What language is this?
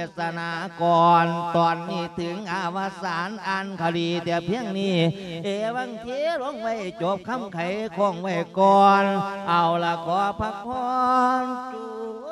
Lao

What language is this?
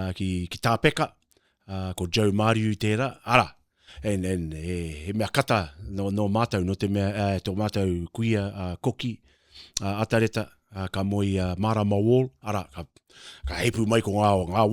Māori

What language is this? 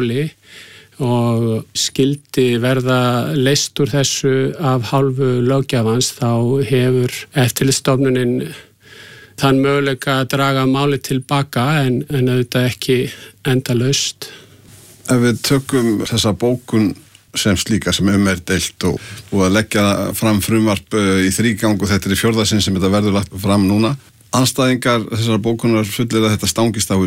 Icelandic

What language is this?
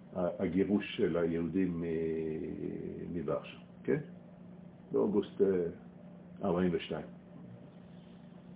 Hebrew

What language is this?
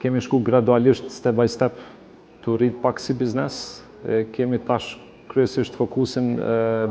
Albanian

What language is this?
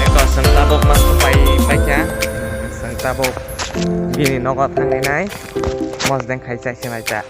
Kok Borok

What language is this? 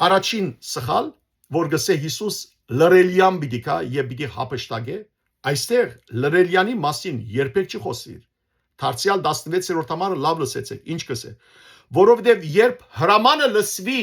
Western Armenian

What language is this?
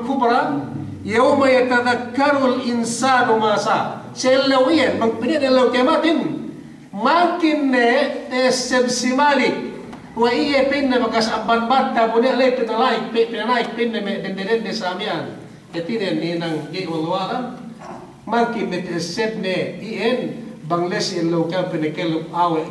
Yakan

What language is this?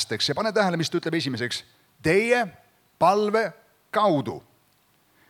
Estonian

